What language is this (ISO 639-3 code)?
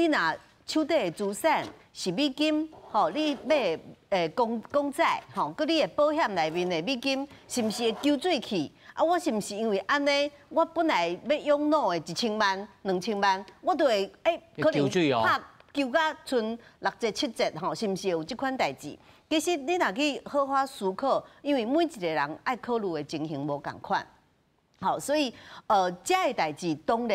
nan